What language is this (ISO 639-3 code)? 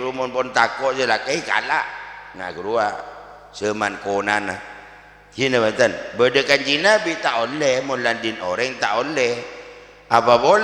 mad